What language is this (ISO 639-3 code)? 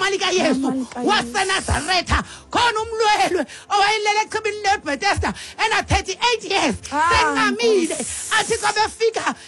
xho